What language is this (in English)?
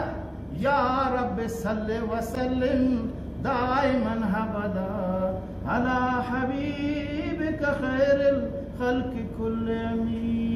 Eastern Balochi